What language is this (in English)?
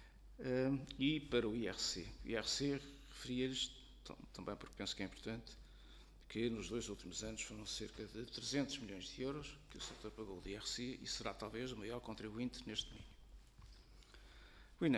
Portuguese